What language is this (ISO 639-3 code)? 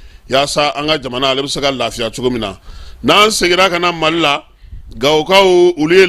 bam